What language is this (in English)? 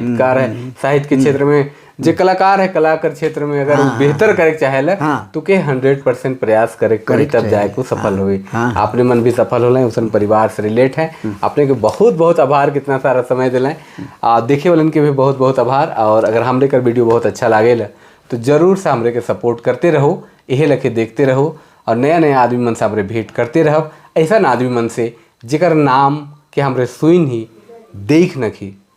Sadri